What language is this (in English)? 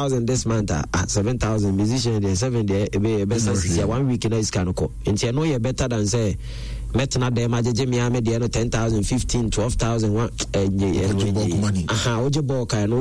Akan